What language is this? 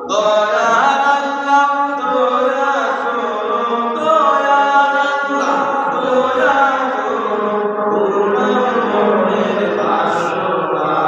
Sylheti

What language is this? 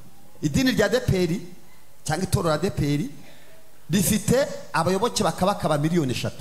Kinyarwanda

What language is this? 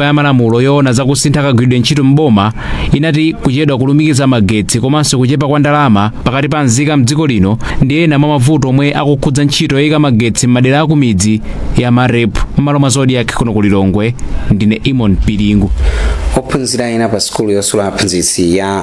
Nyanja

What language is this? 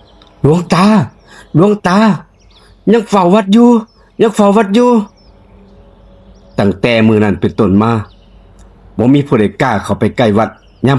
Lao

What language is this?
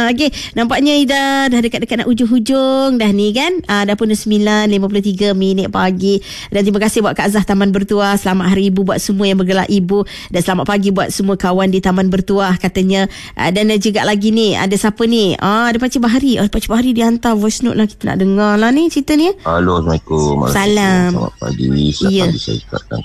Malay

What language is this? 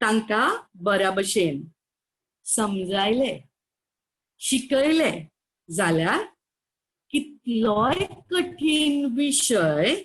Konkani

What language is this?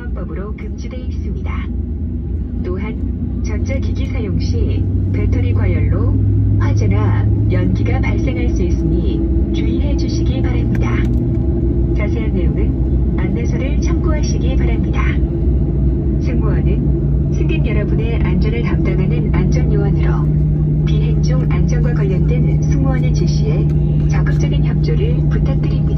Korean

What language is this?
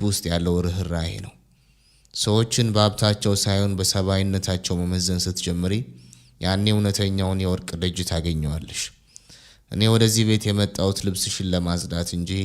Amharic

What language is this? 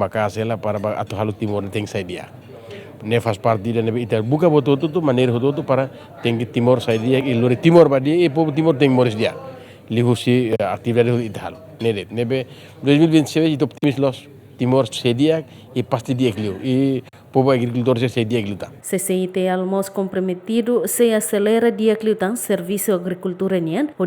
Tetum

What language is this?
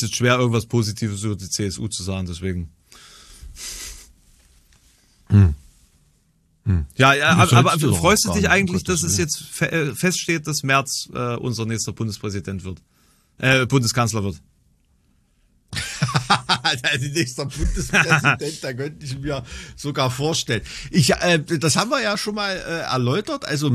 German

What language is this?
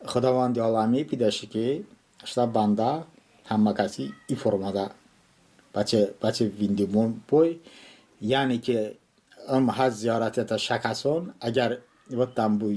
Talysh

